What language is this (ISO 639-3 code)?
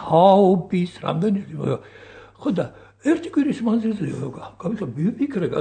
kat